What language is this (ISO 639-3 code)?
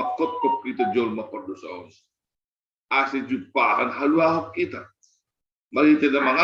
bts